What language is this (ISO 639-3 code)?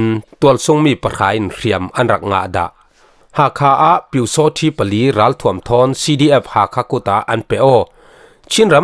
cfm